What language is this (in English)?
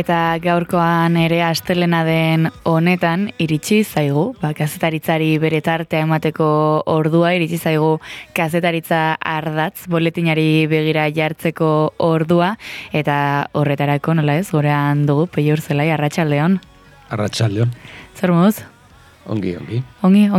Basque